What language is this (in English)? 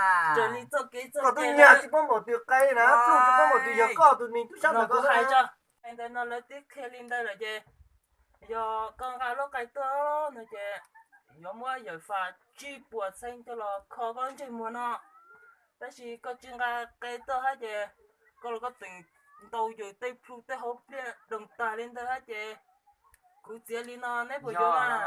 Hmong